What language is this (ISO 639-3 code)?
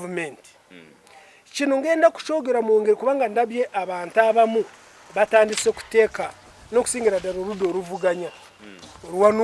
lug